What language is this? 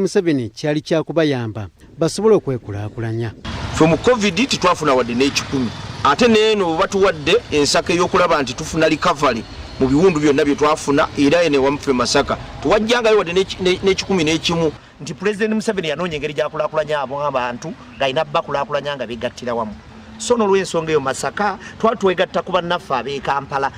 Ganda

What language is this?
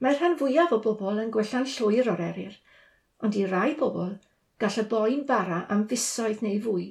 Welsh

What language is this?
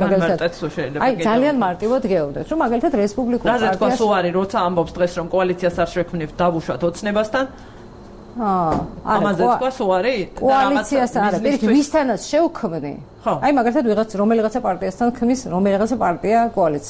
Georgian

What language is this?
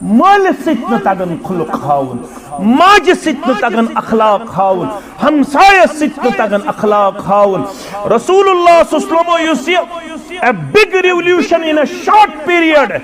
Kashmiri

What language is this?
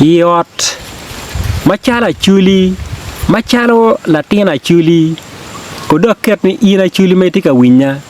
Acoli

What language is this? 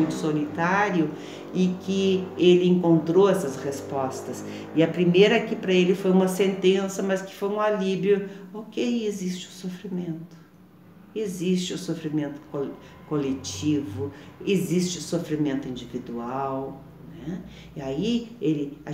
Portuguese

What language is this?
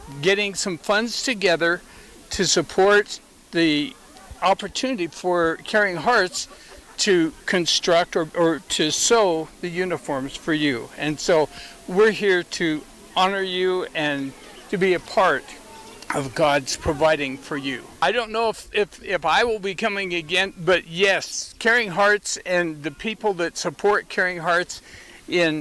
Kamba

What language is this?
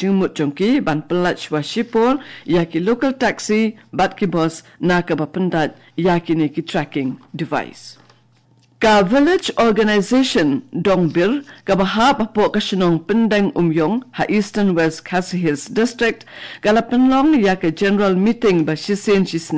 Khasi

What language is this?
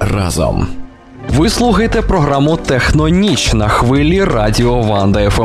Ukrainian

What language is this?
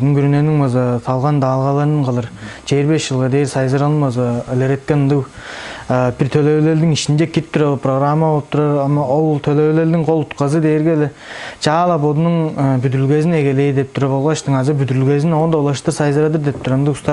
Tuvinian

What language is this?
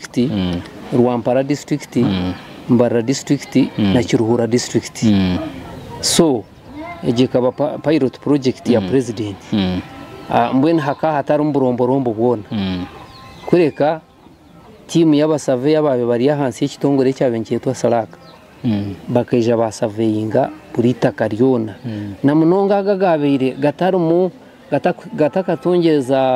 Nyankole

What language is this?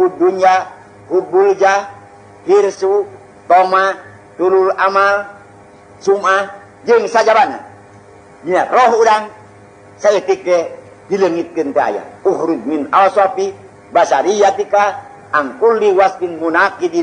Sundanese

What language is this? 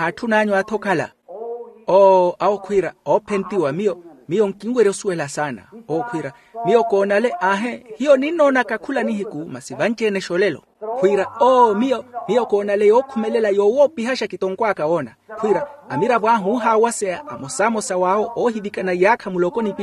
Makhuwa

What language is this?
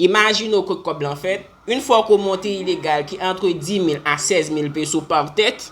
Haitian Creole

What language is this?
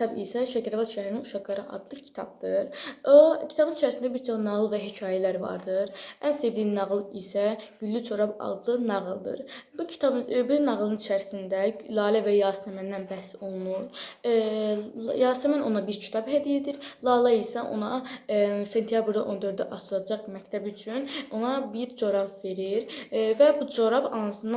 Azerbaijani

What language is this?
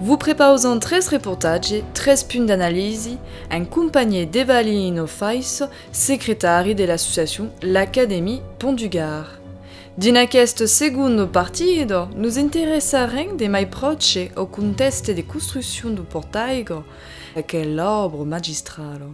Occitan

